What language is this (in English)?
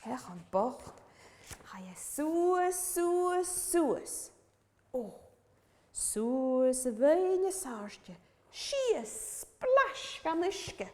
Scottish Gaelic